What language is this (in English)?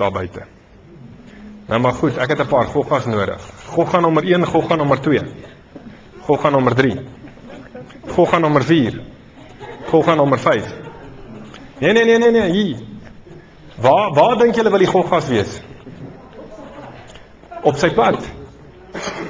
Afrikaans